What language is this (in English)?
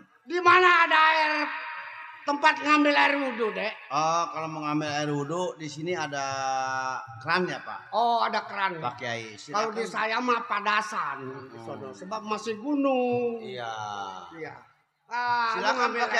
Betawi